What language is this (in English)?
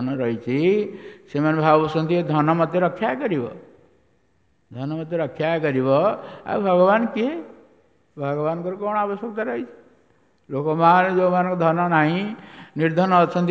Odia